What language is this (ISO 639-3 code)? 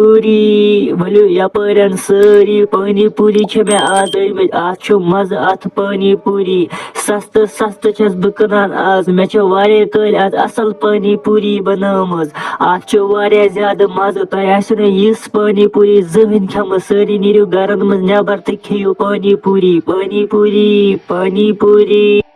kas